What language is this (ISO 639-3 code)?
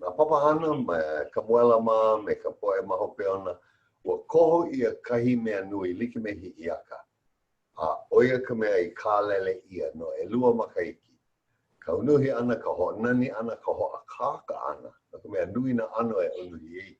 haw